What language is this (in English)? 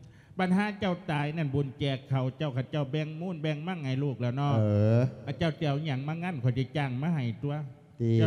Lao